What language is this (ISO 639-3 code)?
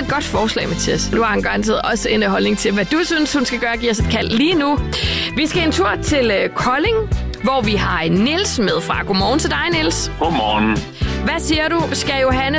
dan